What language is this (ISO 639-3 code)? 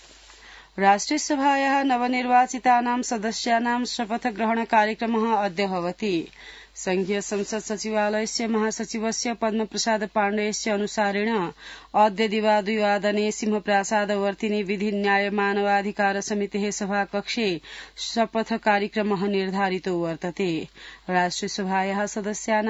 san